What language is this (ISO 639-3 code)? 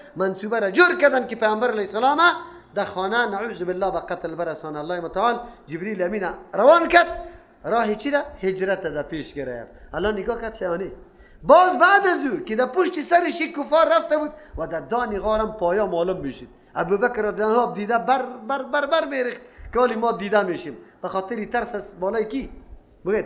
fas